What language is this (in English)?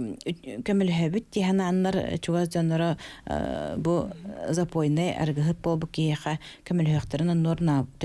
Yakut